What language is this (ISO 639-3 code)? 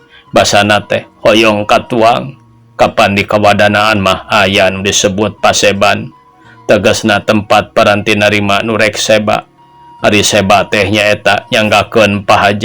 sun